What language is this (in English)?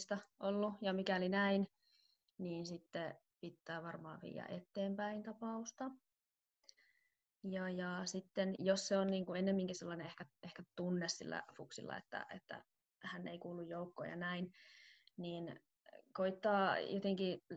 Finnish